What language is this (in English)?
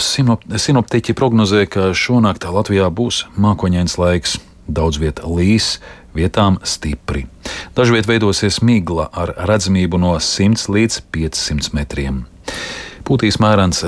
Latvian